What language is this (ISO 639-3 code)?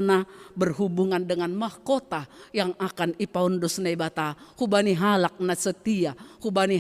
bts